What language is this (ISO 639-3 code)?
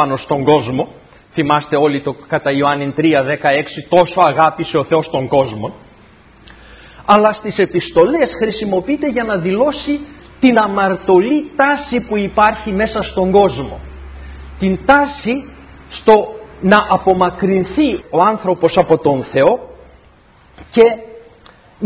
ell